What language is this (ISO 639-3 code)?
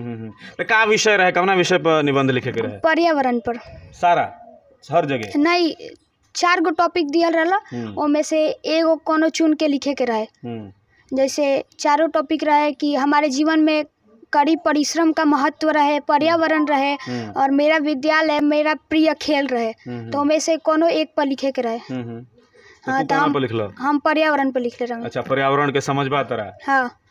bho